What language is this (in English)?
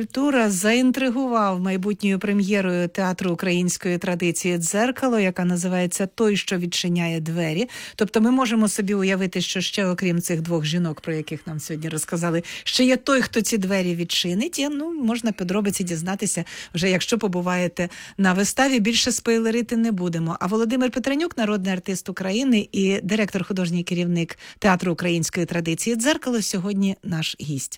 Ukrainian